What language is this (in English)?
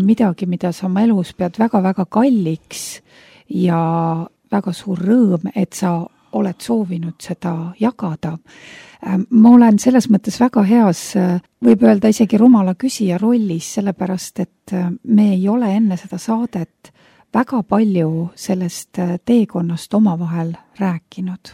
Estonian